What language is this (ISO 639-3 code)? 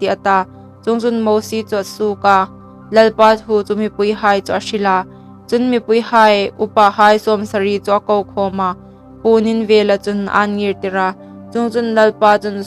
hmr